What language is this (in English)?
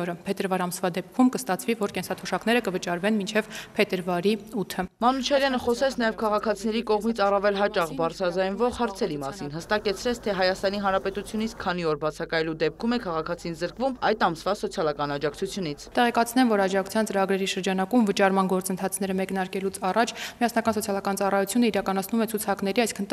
Armenian